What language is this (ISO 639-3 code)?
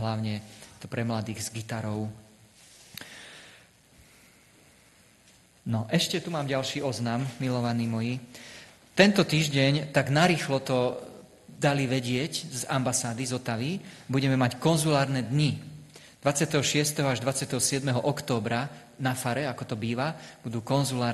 slk